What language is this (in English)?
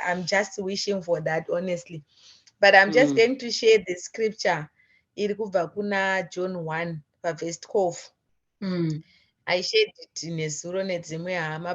Shona